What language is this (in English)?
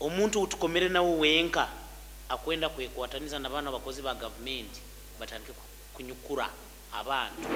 Nyoro